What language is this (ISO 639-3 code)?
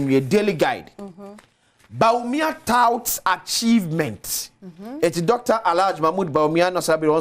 aka